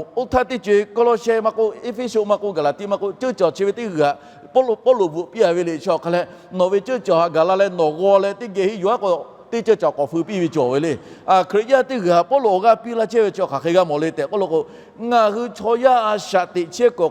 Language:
Lahu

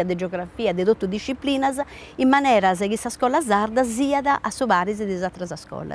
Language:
Sardinian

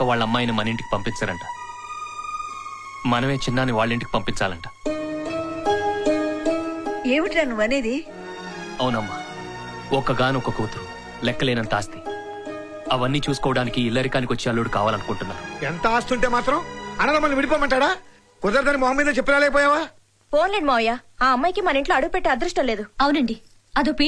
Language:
Telugu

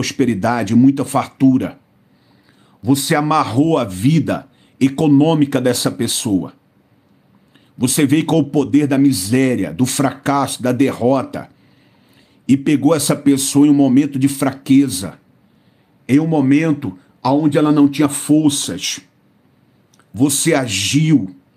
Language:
Portuguese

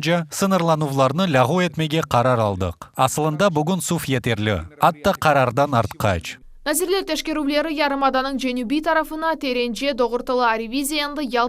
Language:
Crimean Tatar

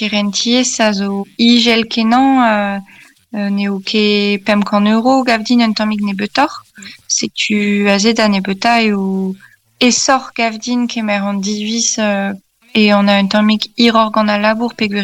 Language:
Breton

